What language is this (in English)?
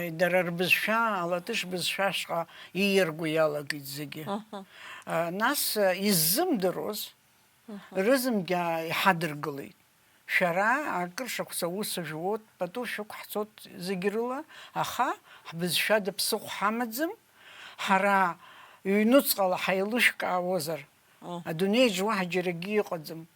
Abkhazian